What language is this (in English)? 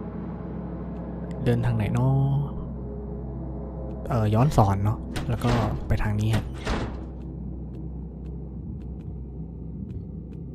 Thai